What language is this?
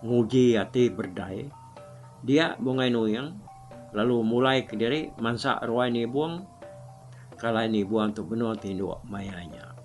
Iban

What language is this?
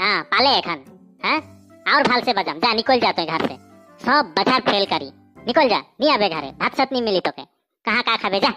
Sadri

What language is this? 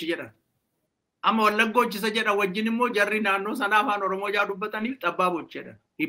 Oromo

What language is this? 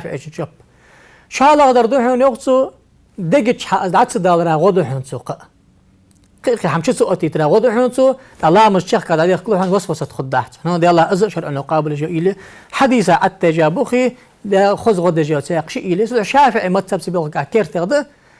Ingush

